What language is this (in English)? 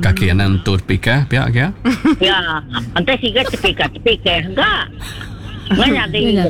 Iban